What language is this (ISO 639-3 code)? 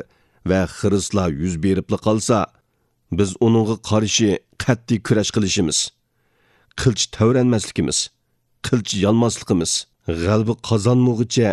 uig